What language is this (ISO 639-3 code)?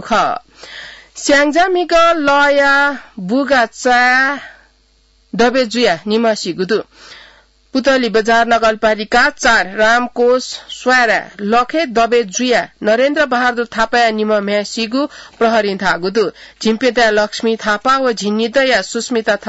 new